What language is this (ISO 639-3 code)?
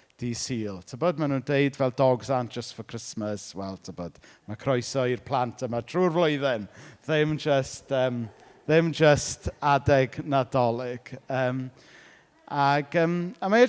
cym